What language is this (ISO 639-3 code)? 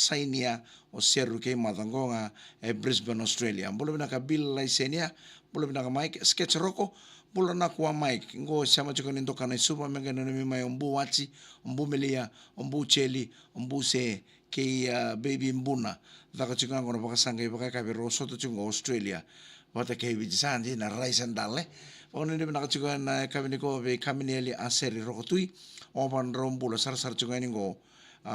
fij